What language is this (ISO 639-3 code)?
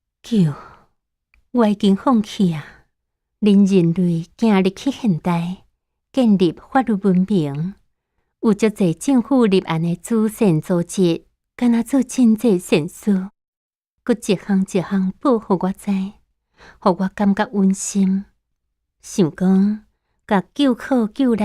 nan